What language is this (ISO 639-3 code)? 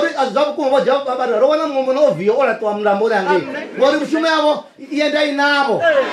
ven